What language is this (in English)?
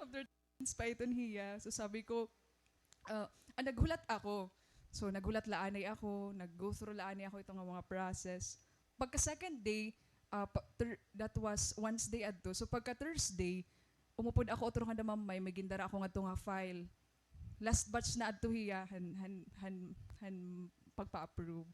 Waray